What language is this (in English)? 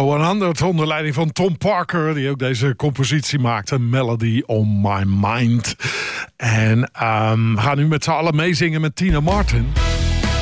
Dutch